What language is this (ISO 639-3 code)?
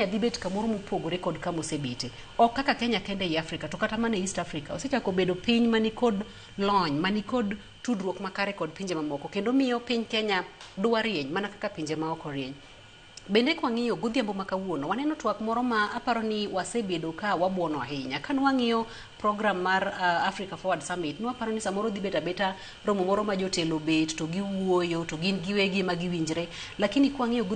luo